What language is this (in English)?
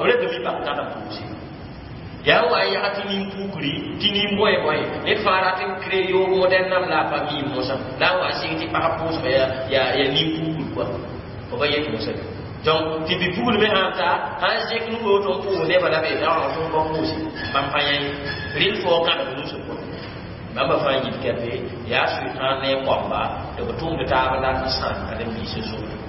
Mossi